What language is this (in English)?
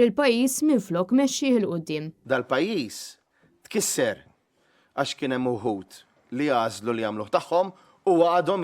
Maltese